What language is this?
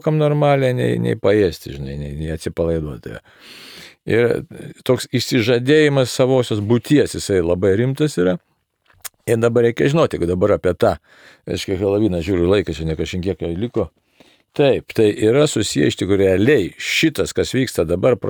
Lithuanian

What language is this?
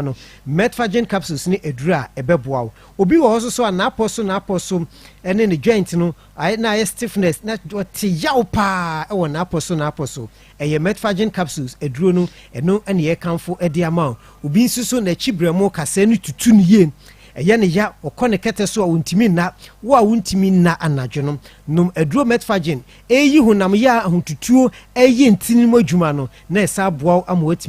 Akan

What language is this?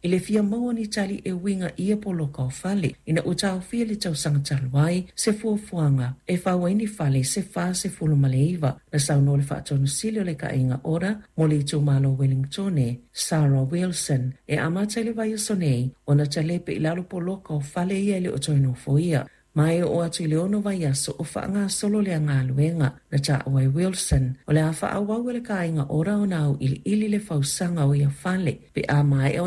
Samoan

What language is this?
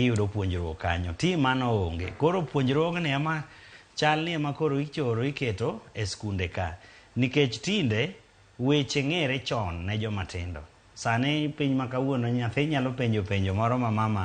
Luo (Kenya and Tanzania)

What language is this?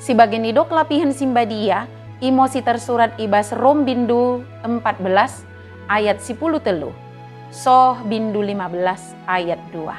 Batak Dairi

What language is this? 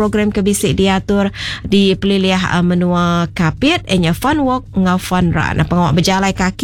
Iban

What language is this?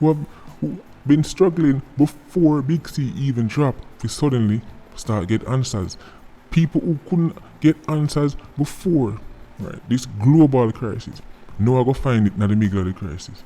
Jamaican Creole English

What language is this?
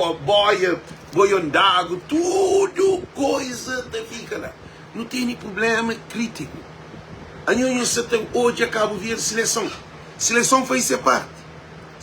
Kabuverdianu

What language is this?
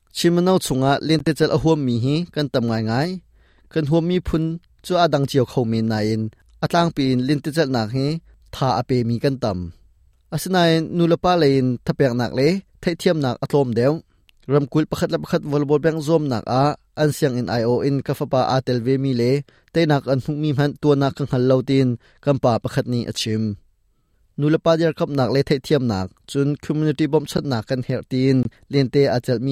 Hakha Chin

